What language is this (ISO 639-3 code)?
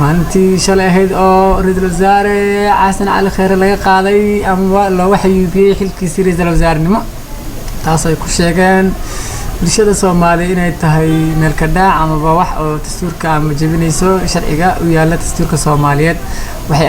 som